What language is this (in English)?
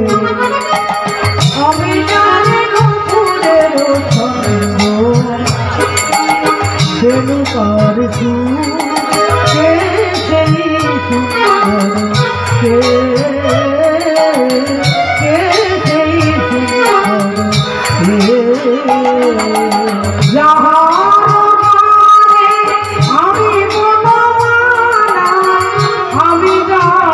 Bangla